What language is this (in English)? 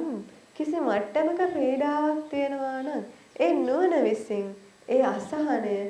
Sinhala